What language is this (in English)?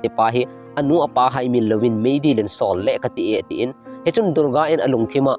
Thado Chin